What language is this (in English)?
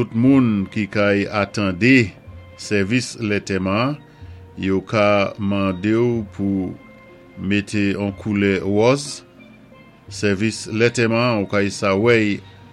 Saint Lucian Creole French